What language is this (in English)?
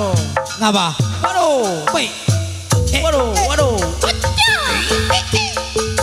Betawi